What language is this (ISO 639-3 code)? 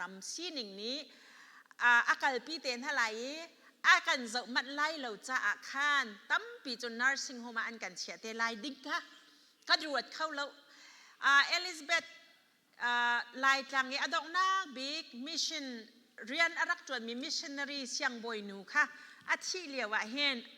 cnh